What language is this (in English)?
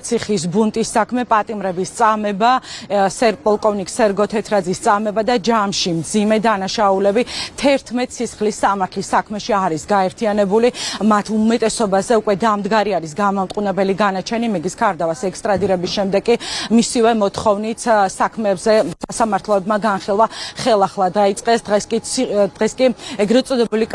Georgian